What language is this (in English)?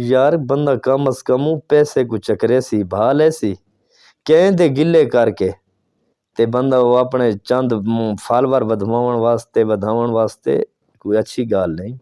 Saraiki